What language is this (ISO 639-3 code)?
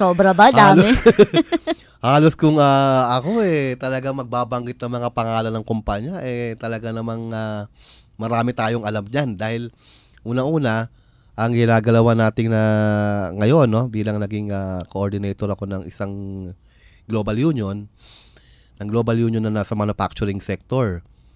fil